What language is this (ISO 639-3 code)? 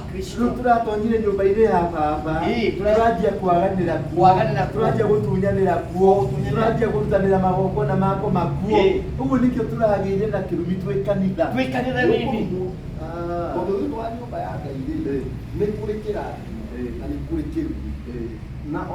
kik